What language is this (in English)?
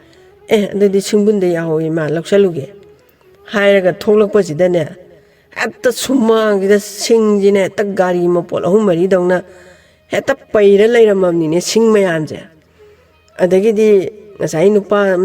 Manipuri